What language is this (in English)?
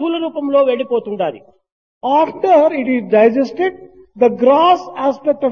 Telugu